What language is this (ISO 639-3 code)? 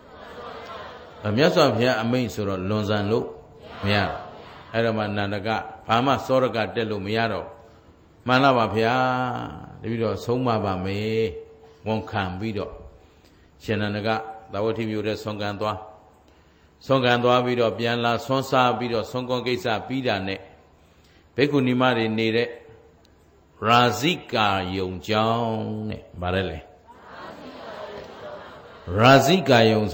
mya